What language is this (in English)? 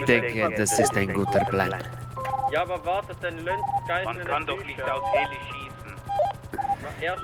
Swiss German